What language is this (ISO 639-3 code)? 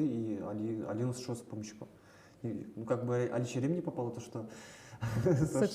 udm